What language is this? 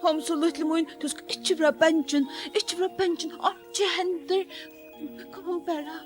Faroese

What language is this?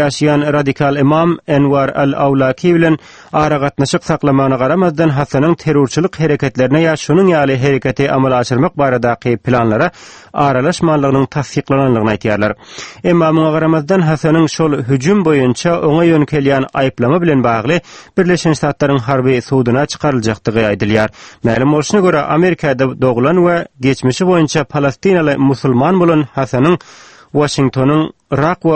Turkmen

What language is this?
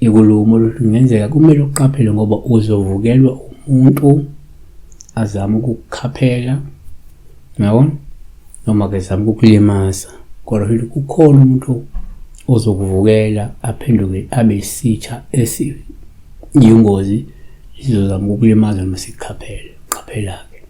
Zulu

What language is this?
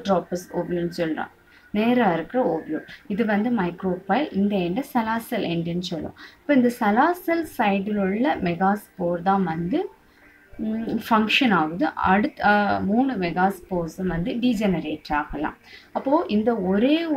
Tamil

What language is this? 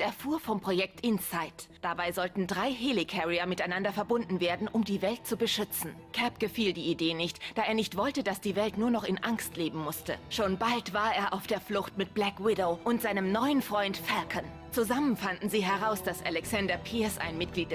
Swiss German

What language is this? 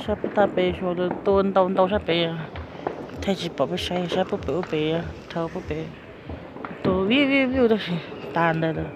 Hmong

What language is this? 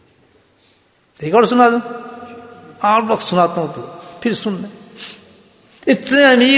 Urdu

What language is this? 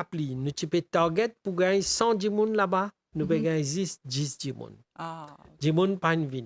Morisyen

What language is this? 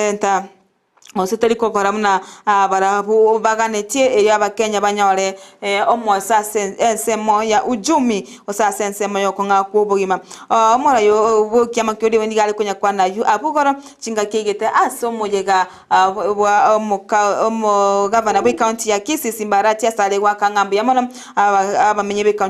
Gusii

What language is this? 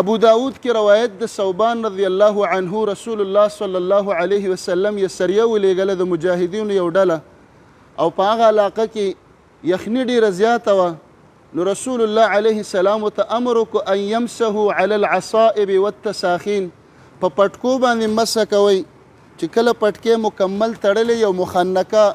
Pashto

